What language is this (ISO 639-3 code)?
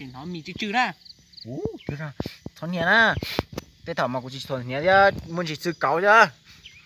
hmn